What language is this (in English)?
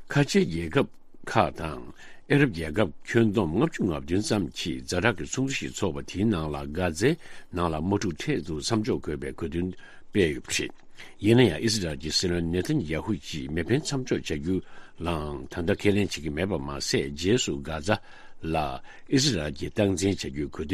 Tibetan